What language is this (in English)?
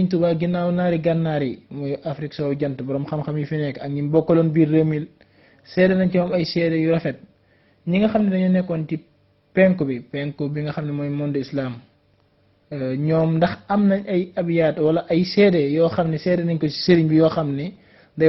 Wolof